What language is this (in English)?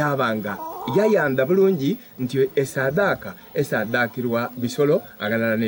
Soga